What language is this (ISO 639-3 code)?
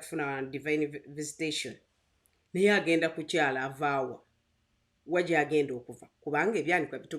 lug